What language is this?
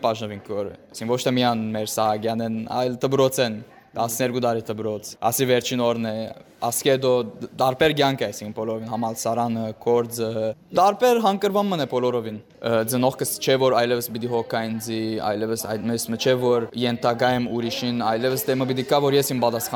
Western Armenian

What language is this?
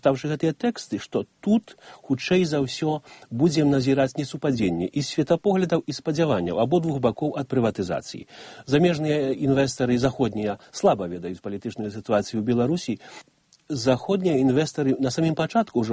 Belarusian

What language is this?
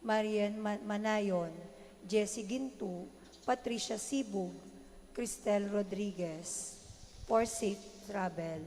Pampanga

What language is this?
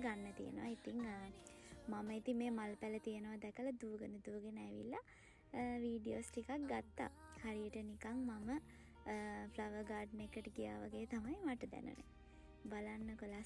Sinhala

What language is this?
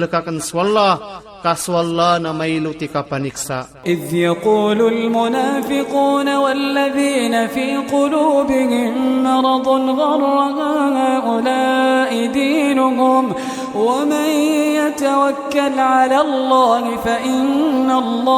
Maranao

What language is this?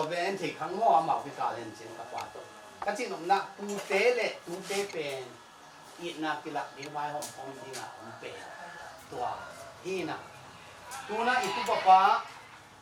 Tedim Chin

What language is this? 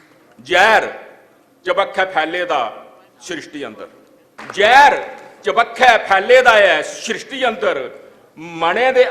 Dogri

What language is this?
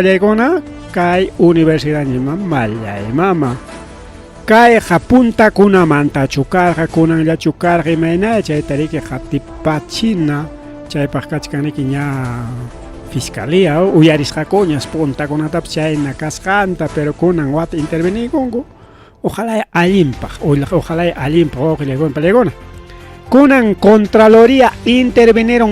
Ayacucho Quechua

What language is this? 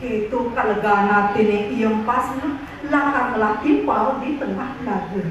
Balinese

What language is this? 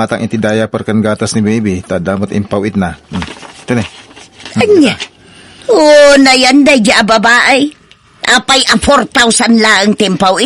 Iloko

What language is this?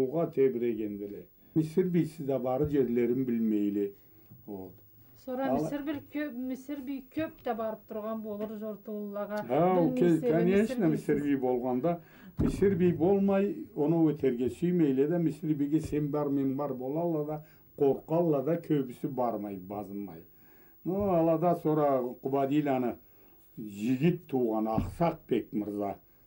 Karachay-Balkar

